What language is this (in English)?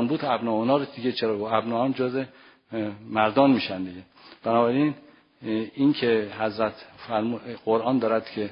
Persian